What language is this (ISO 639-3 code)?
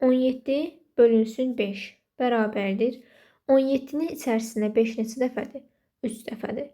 aze